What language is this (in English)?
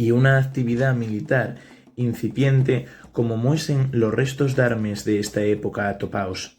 Asturian